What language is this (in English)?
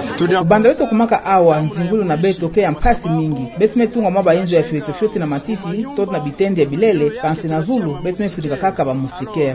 Kituba (Democratic Republic of Congo)